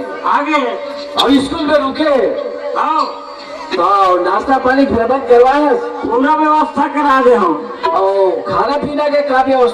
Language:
Chhattisgarhi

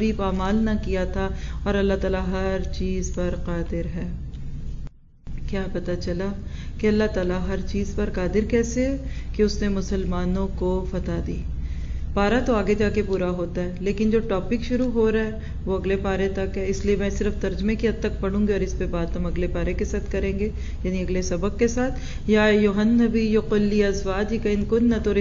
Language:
Urdu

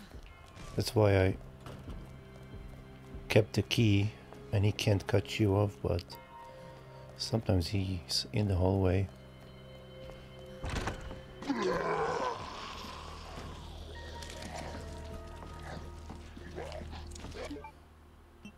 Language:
English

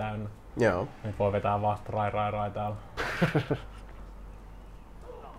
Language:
Finnish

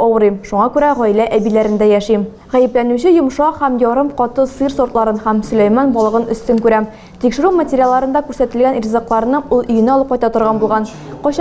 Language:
Tatar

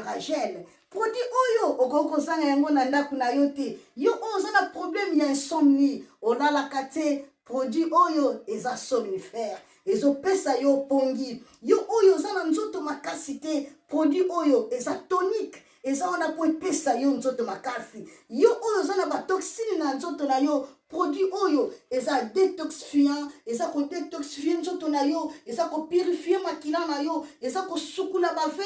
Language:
Lingala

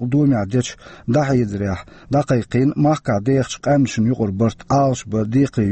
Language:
Chechen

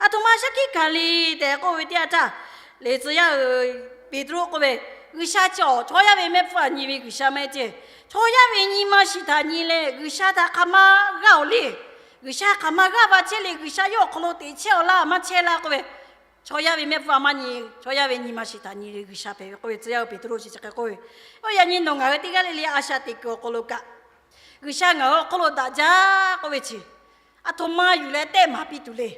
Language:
Lahu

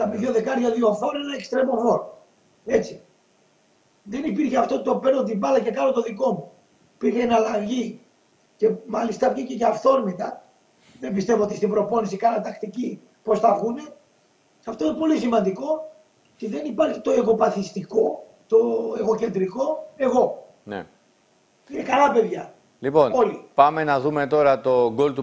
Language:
Greek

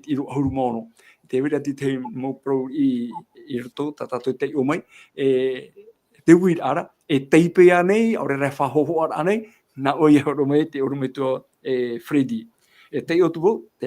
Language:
Tahitian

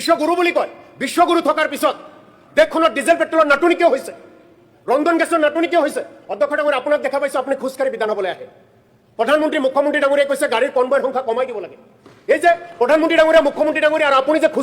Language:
Assamese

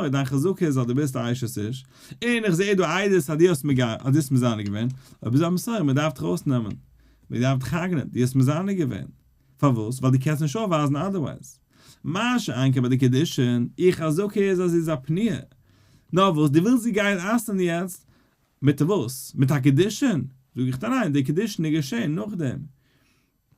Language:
Yiddish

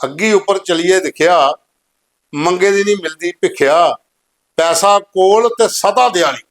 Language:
Dogri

